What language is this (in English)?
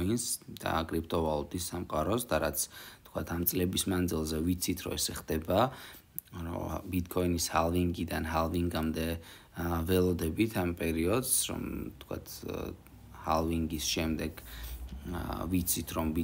Georgian